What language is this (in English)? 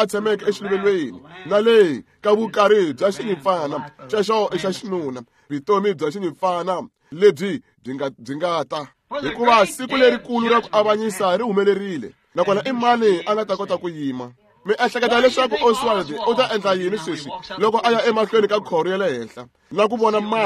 Tsonga